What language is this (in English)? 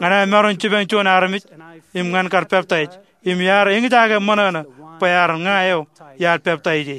Marshallese